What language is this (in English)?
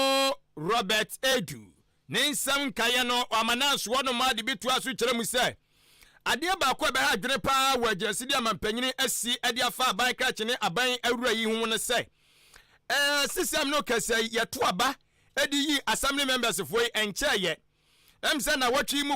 Akan